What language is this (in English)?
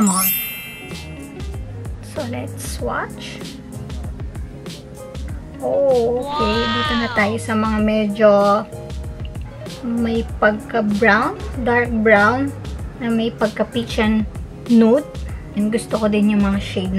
Filipino